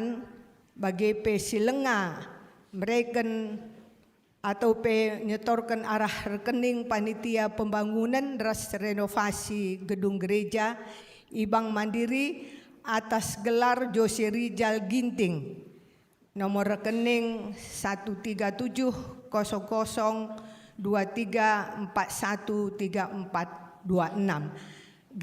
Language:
Batak Karo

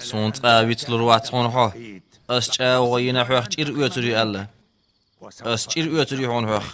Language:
Chechen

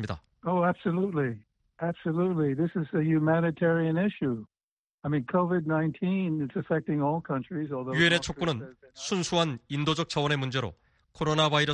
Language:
Korean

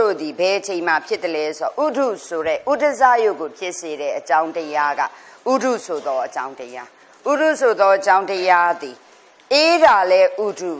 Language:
Burmese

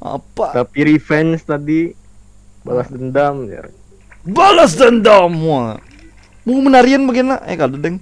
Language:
Banjar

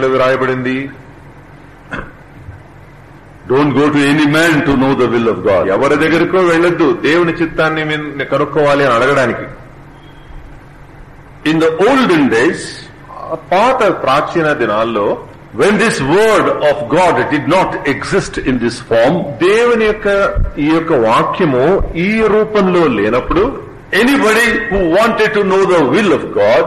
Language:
Telugu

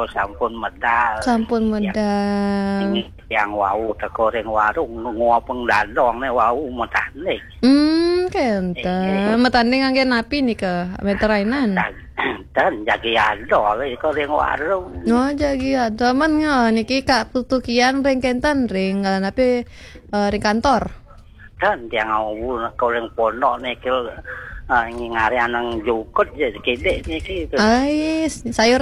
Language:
Balinese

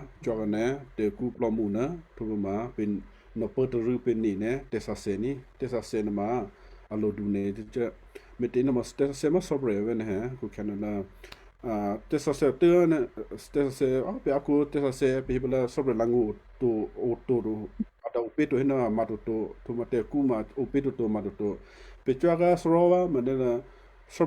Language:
Western Kayah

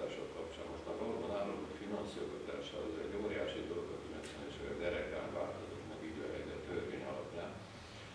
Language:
Hungarian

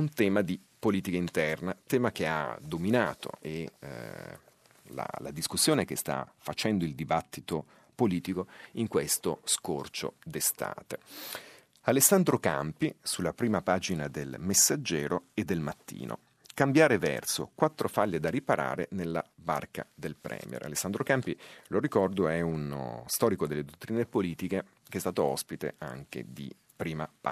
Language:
Italian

